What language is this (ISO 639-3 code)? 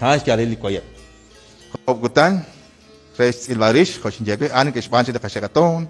kek